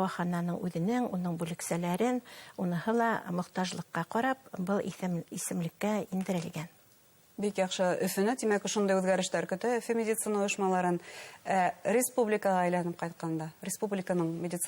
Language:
Bashkir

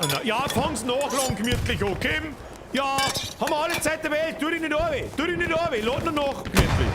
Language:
Bavarian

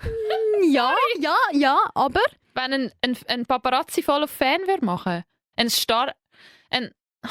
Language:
Swiss German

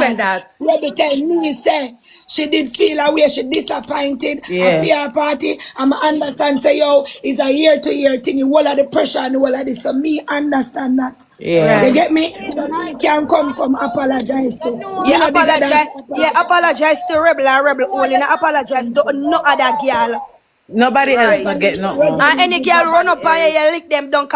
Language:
Jamaican Creole English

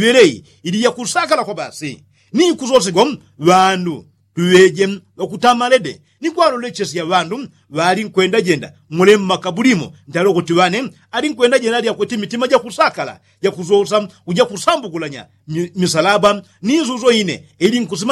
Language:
Yao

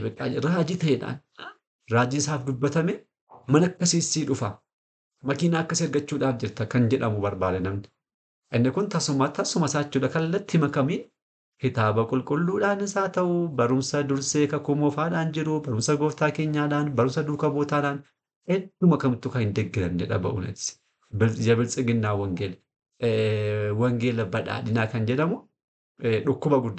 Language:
Oromo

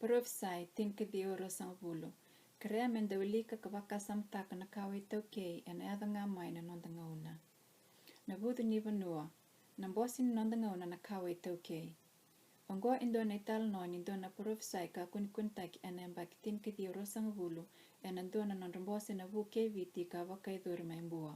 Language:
Fijian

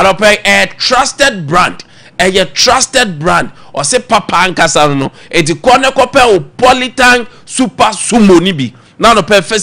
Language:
Akan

